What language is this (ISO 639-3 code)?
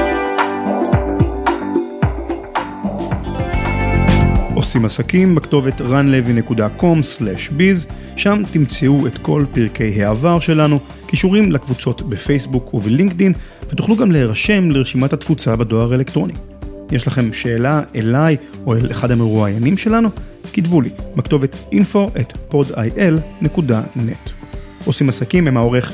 heb